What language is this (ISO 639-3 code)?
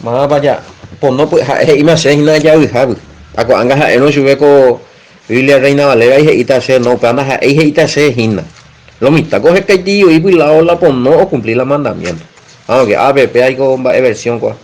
grn